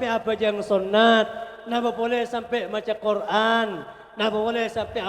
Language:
Madurese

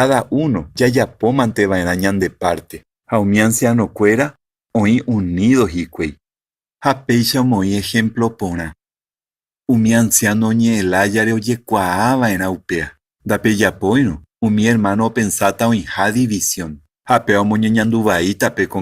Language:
Guarani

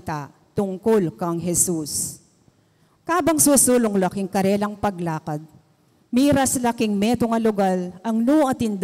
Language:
Pampanga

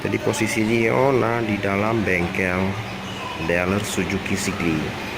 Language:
Achinese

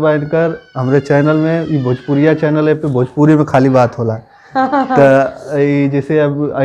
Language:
Bhojpuri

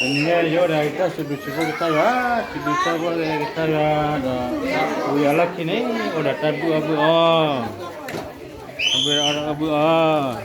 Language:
S'gaw Karen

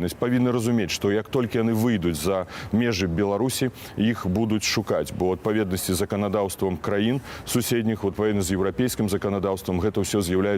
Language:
Belarusian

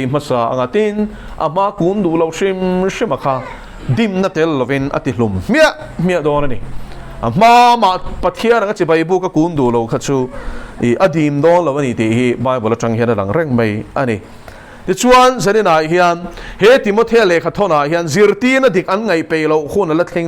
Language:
Mizo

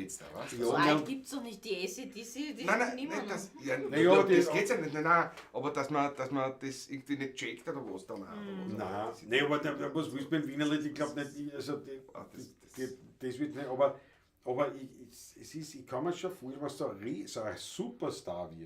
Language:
Bavarian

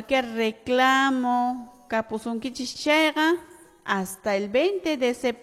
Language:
Quechua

